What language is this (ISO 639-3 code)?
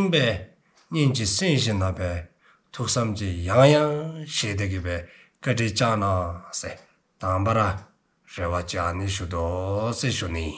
dzo